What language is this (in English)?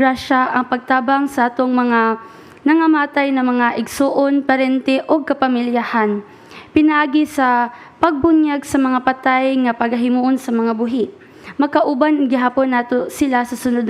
Cebuano